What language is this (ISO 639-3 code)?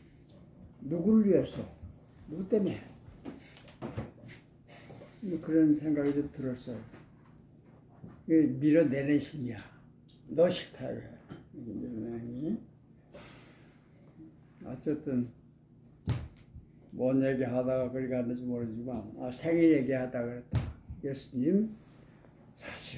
kor